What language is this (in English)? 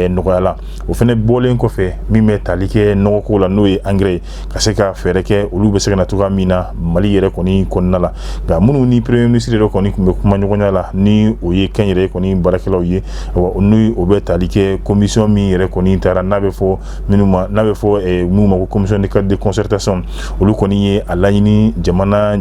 Bambara